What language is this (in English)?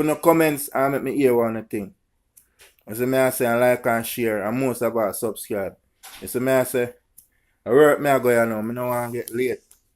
Jamaican Creole English